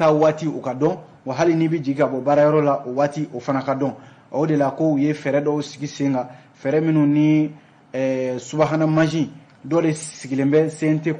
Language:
Bambara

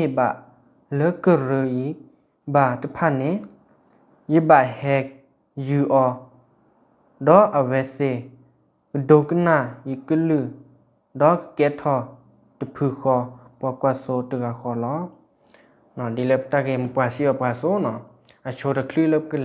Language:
S'gaw Karen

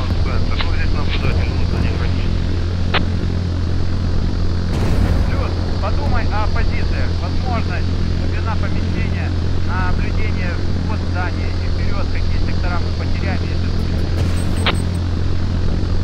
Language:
Russian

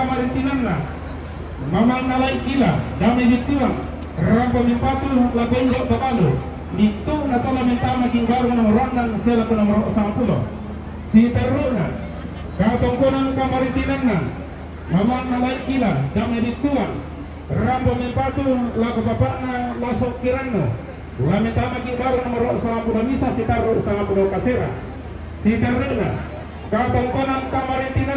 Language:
Toraja-Sa'dan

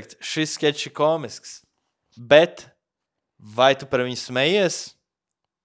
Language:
Latvian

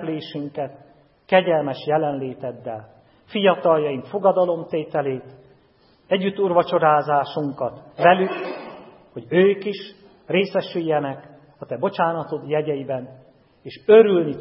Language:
Hungarian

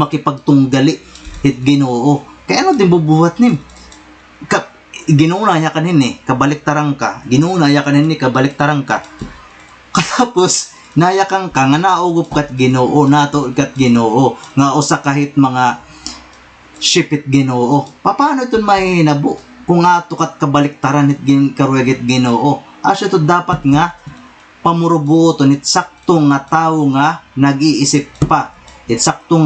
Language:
Waray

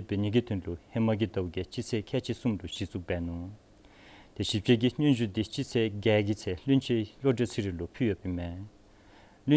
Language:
Dzongkha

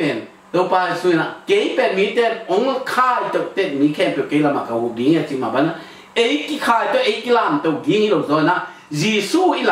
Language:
Tedim Chin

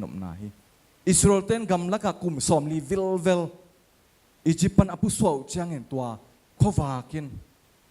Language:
Tedim Chin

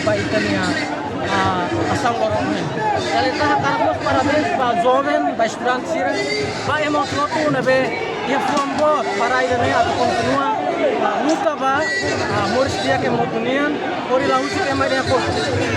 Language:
Tetum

